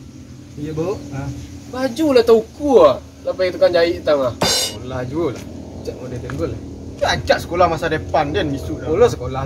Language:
Minangkabau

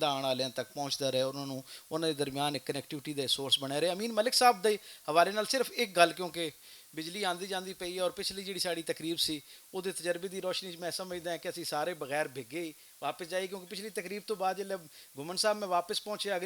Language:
Western Panjabi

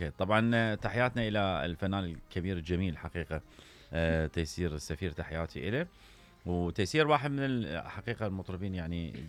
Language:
Mesopotamian Arabic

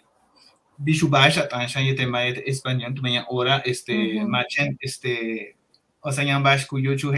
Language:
Yucateco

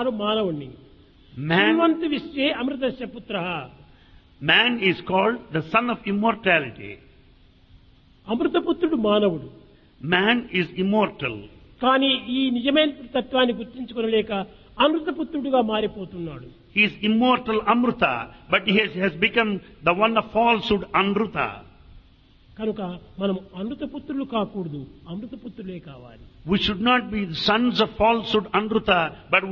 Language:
Telugu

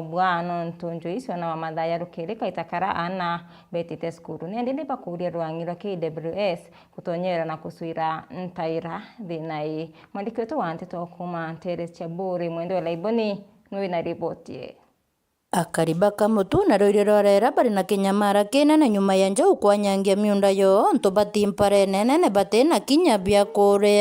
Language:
Meru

